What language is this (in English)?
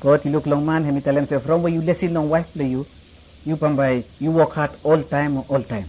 Bislama